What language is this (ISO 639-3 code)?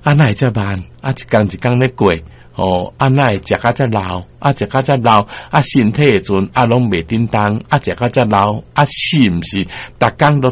nan